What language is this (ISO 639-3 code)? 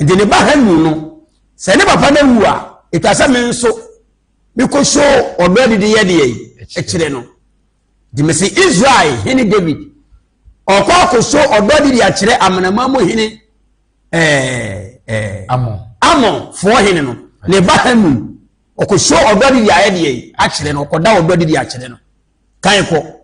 aka